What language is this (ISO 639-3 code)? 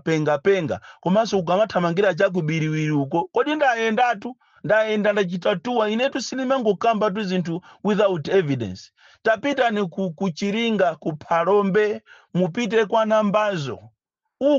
nya